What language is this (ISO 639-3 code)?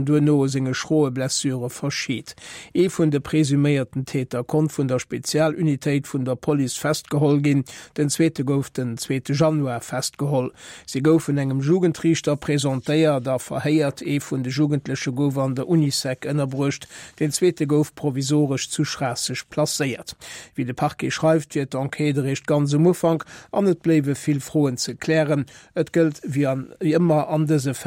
ltz